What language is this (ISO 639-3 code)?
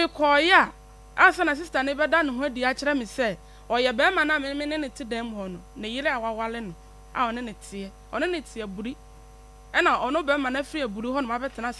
aka